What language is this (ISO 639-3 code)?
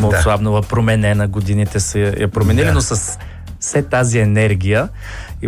bul